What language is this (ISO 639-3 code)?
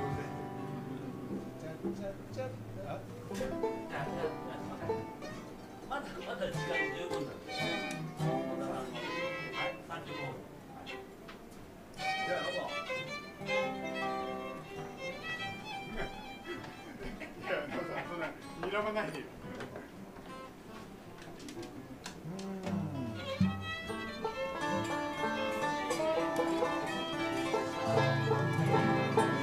jpn